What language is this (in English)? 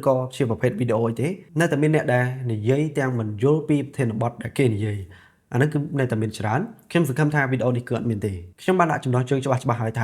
Khmer